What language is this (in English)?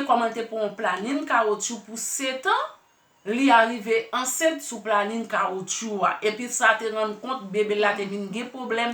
Haitian Creole